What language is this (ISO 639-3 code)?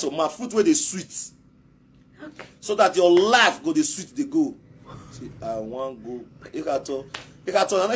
pcm